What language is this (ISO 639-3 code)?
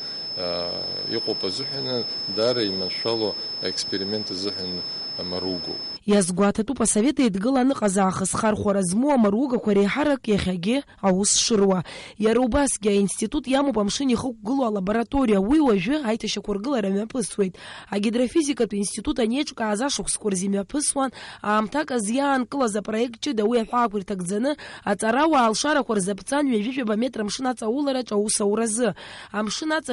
abk